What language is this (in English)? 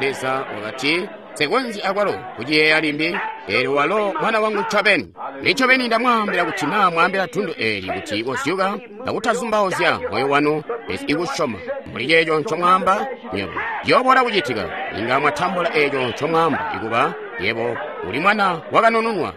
Tonga (Zambia)